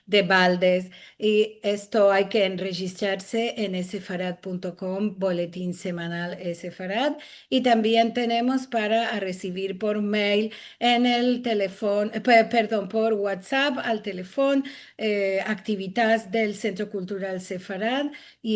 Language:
Ladino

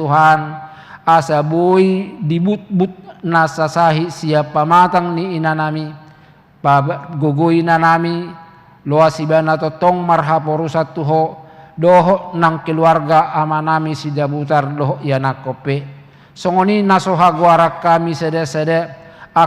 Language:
Batak Toba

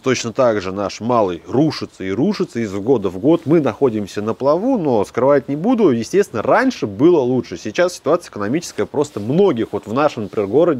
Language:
Russian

